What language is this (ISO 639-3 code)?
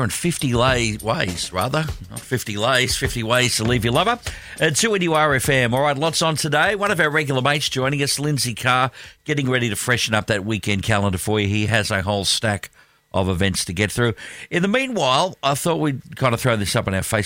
eng